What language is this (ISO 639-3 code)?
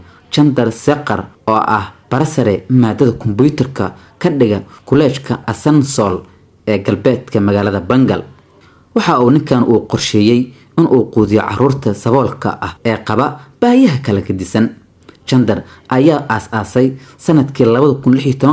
som